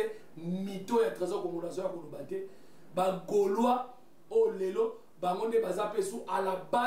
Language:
Lingala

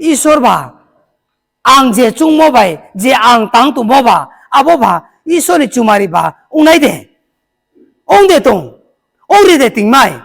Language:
Riang (India)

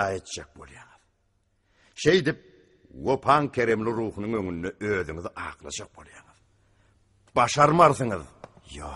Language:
Turkmen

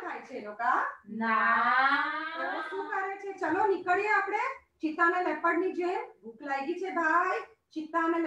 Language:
Gujarati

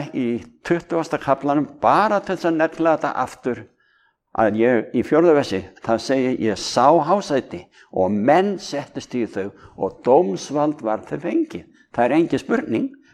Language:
Icelandic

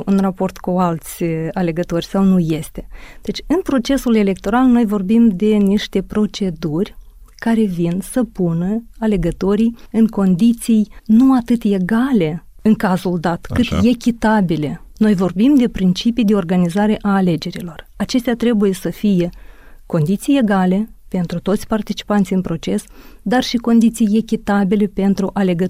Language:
Romanian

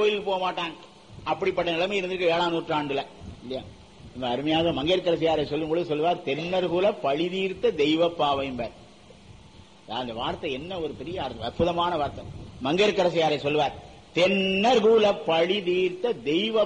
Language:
Tamil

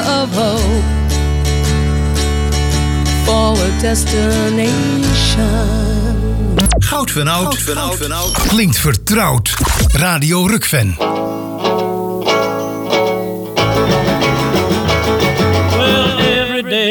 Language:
Dutch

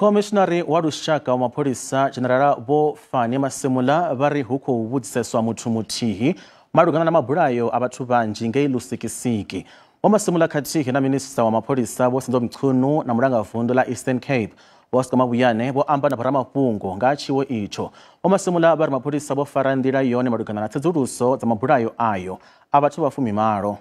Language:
Venda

